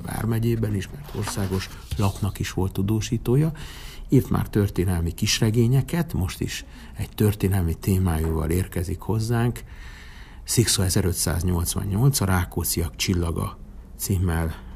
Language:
Hungarian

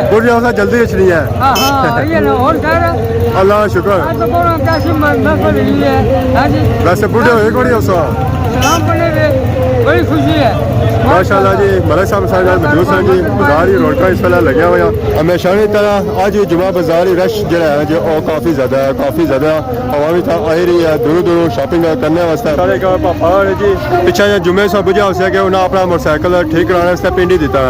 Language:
Pahari-Potwari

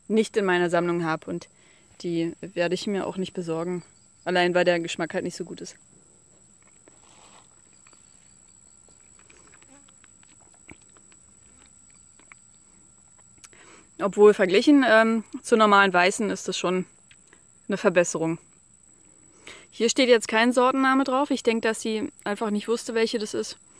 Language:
German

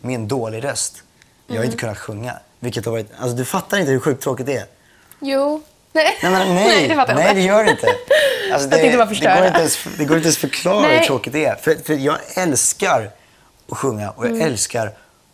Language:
Swedish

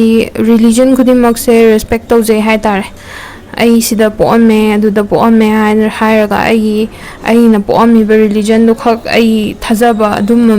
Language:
Manipuri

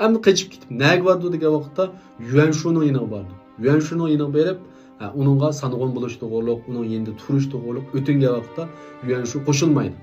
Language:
Uyghur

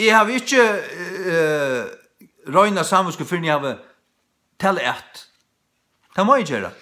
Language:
Faroese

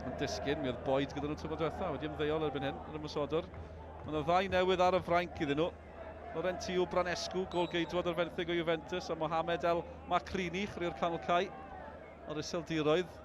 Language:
Welsh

